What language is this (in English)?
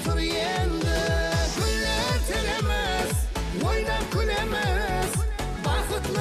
Kara-Kalpak